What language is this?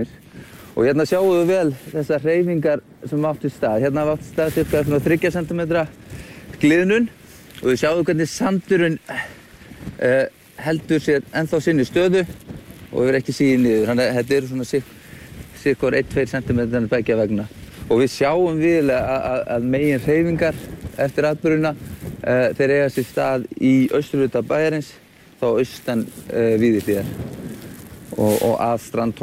Icelandic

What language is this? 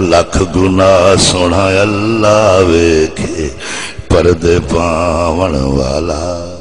Saraiki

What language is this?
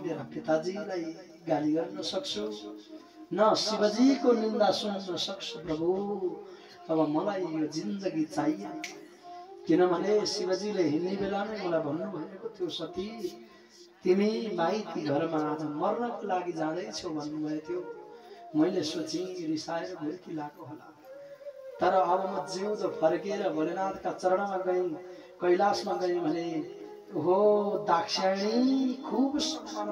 Nepali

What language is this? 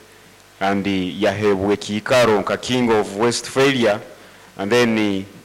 Nyoro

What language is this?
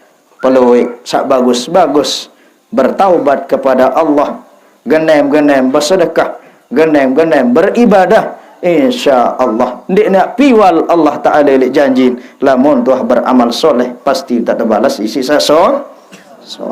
Sasak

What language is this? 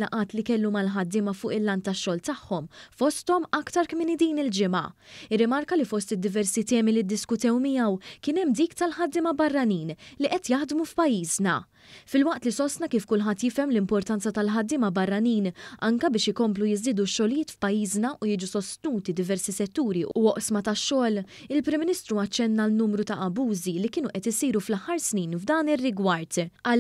Maltese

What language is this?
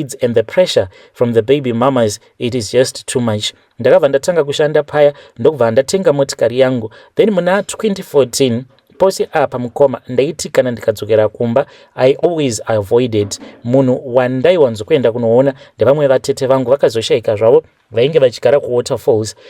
Shona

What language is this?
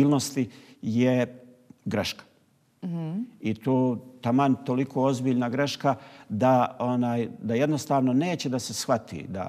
Bosnian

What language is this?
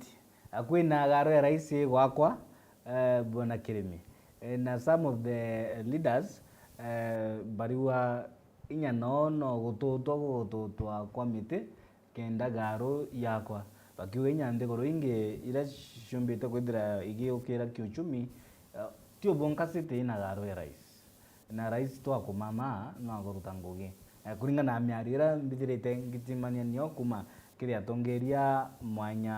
Meru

